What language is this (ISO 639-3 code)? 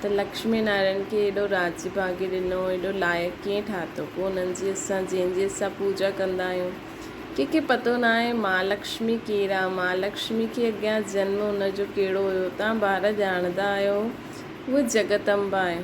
snd